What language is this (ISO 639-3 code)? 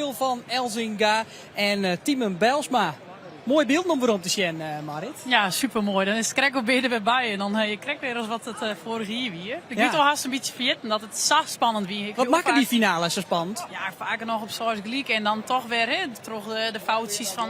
fry